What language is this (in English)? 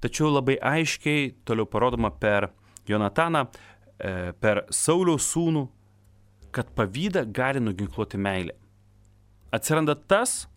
Lithuanian